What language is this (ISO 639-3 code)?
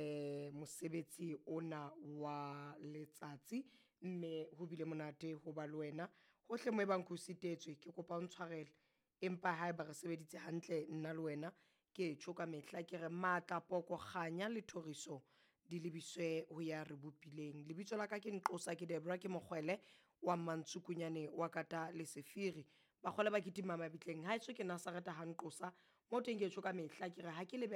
sot